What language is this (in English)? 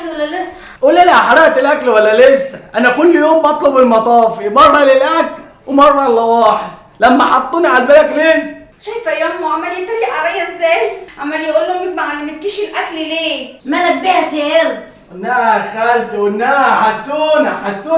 Egyptian Arabic